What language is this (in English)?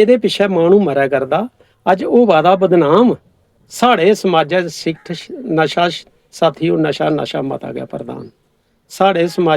Dogri